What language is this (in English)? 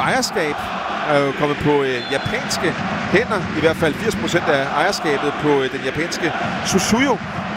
Danish